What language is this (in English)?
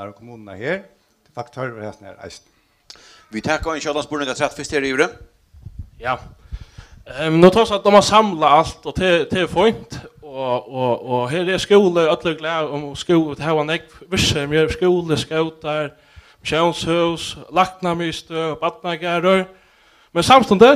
Faroese